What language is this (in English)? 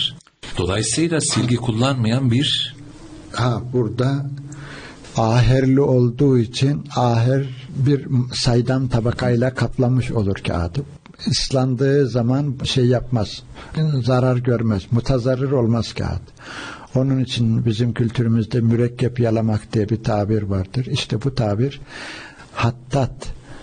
Turkish